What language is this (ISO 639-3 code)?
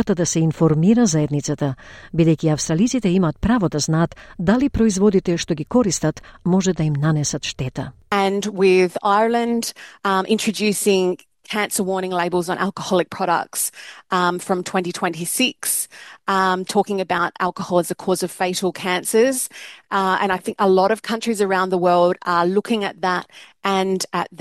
mkd